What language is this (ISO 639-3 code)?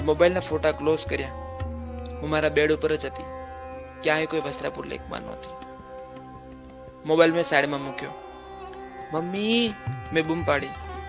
guj